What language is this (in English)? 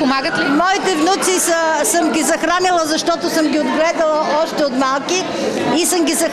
Bulgarian